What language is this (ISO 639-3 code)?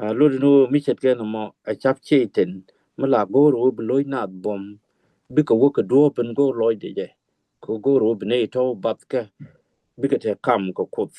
nus